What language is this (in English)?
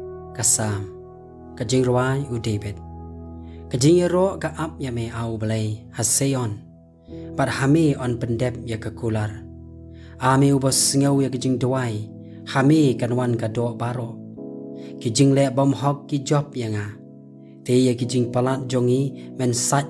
Khasi